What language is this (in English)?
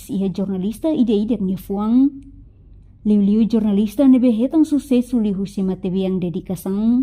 Tetum